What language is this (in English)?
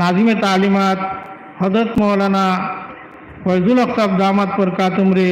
Sylheti